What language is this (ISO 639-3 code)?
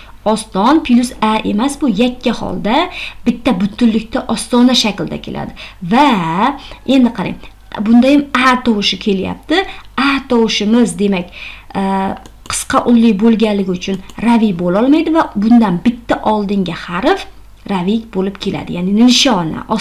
uzb